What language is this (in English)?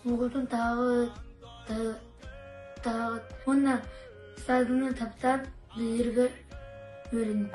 Yakut